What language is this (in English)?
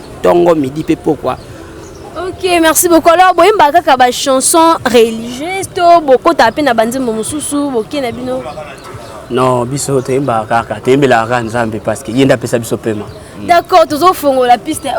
Lingala